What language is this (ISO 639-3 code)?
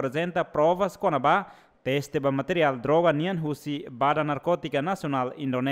tet